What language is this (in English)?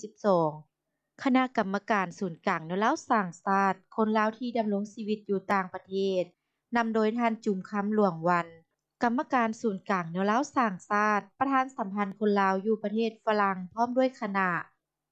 Lao